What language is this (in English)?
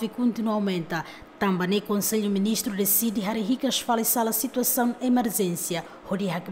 Tetum